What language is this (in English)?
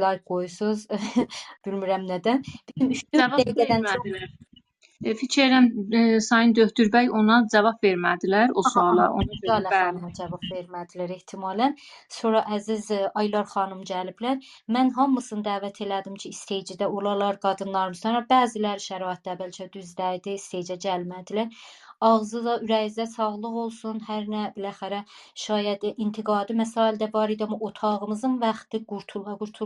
South Azerbaijani